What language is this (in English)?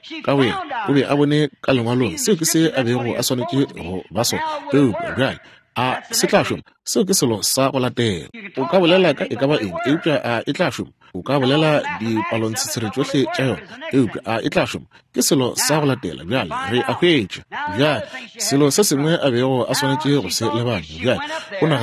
Northern Sotho